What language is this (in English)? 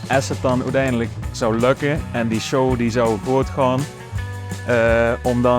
Limburgish